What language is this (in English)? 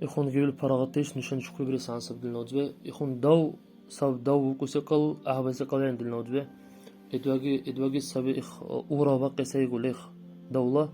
Dargwa